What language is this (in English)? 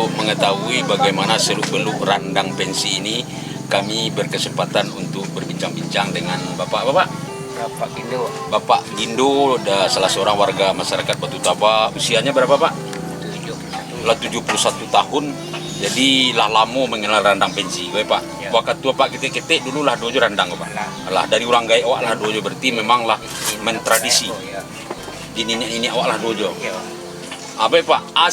Minangkabau